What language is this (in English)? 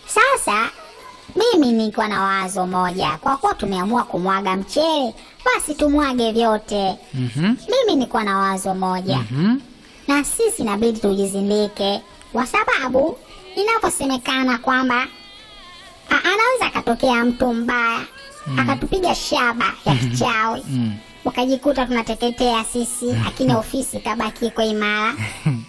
Swahili